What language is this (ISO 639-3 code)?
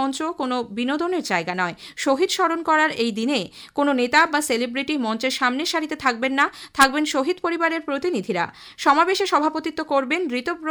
ben